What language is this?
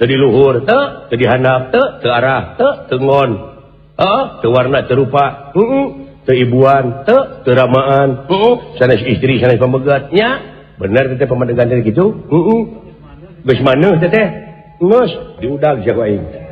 Sundanese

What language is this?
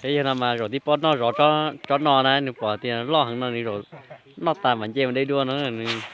Hmong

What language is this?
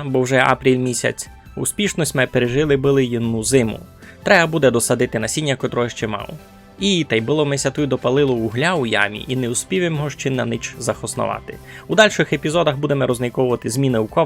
Rusyn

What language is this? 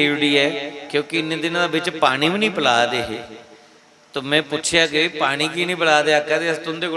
Dogri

